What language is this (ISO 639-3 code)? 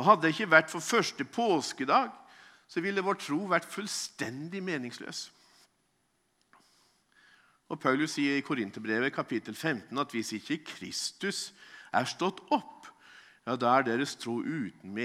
nor